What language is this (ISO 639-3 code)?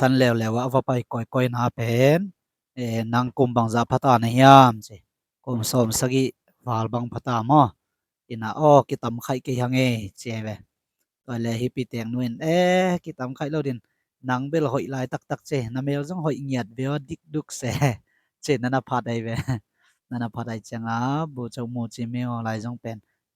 ctd